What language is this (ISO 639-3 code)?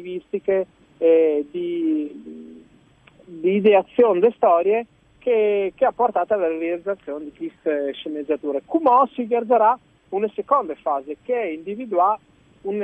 fur